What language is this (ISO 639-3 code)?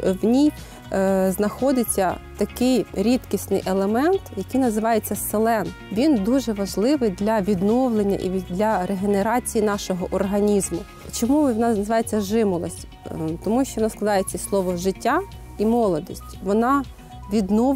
ukr